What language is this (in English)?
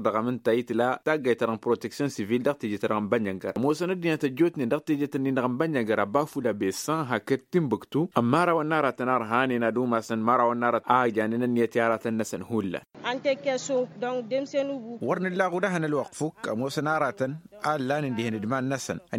Tamasheq